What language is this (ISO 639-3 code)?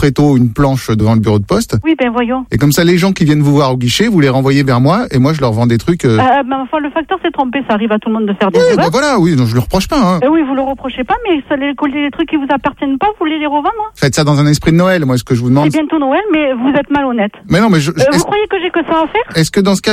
fra